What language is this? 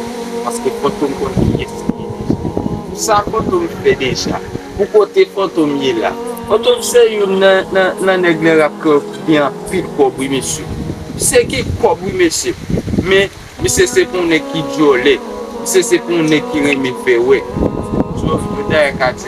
Haitian Creole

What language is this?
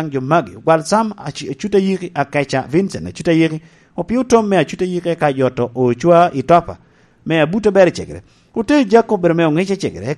Lango (Uganda)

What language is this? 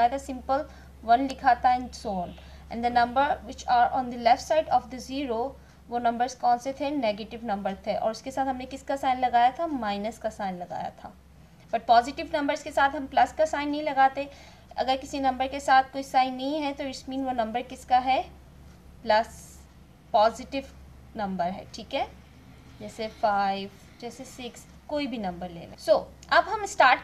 Hindi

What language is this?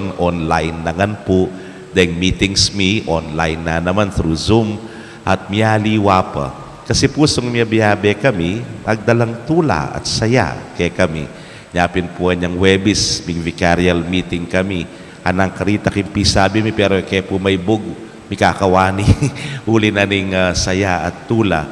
Pampanga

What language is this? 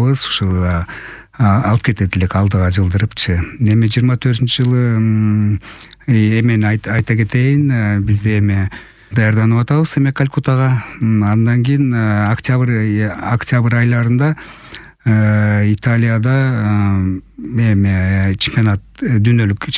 Kyrgyz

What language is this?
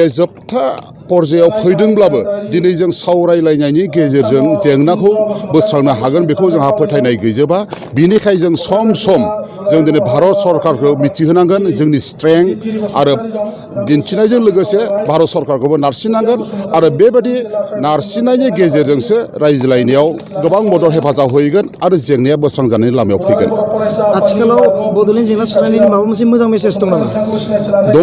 Bodo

